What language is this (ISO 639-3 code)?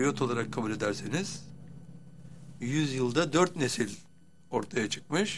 tur